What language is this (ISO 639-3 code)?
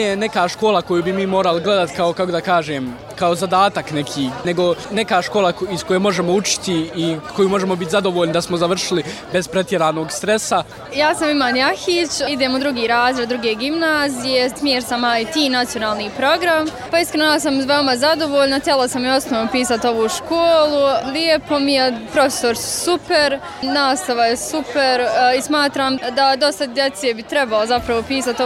bos